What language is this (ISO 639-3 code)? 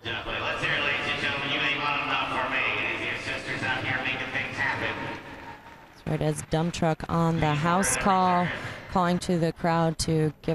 eng